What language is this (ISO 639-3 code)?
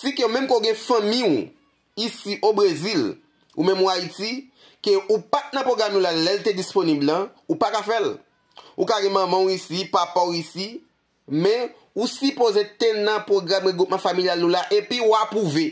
hat